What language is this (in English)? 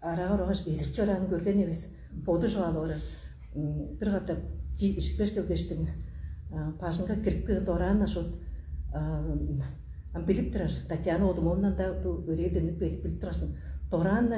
Tuvinian